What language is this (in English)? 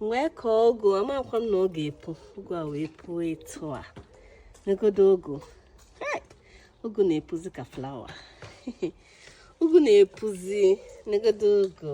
Igbo